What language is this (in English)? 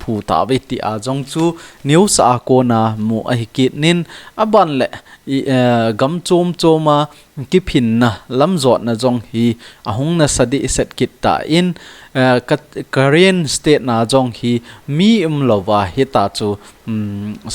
Thado Chin